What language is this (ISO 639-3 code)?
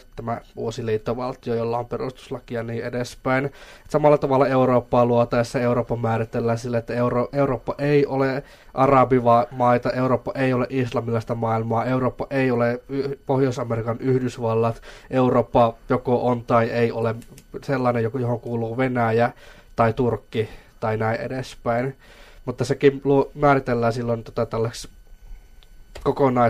fin